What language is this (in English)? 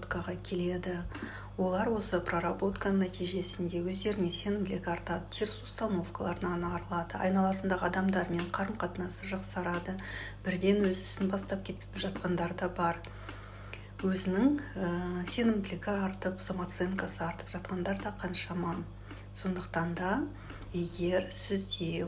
Kazakh